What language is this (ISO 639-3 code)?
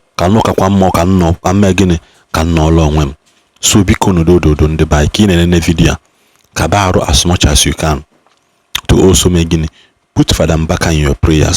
ibo